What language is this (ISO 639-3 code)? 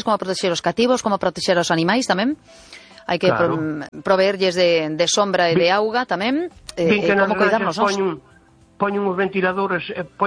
glg